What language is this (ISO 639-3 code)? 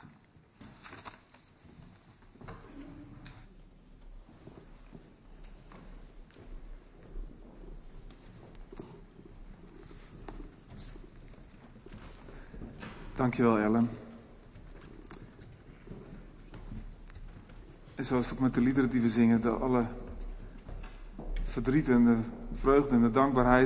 nld